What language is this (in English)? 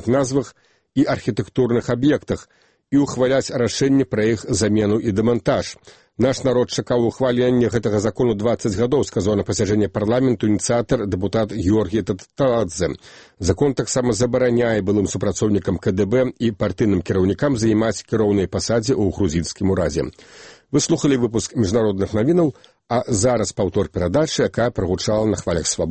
Belarusian